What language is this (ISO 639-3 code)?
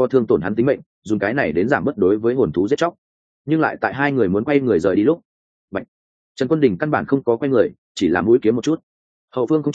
vie